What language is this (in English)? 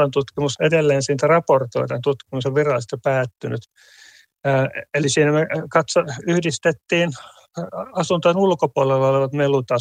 Finnish